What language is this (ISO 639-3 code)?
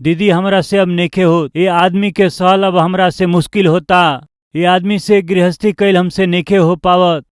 bho